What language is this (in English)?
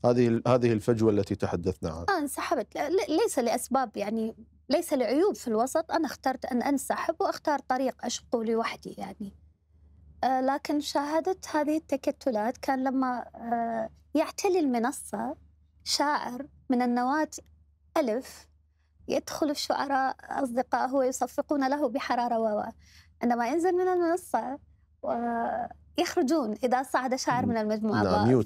Mesopotamian Arabic